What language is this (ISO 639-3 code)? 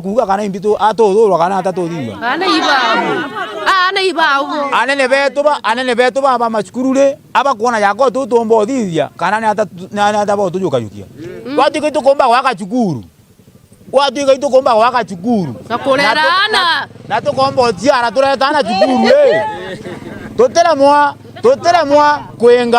mer